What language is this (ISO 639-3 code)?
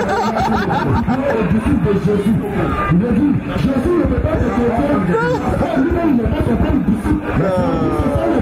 fra